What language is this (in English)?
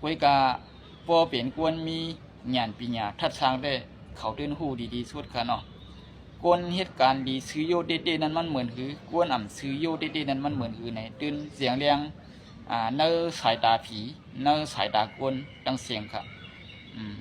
Shan